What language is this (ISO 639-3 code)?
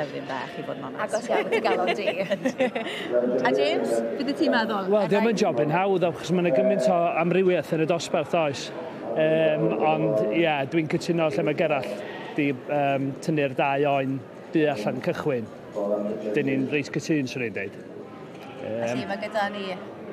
cym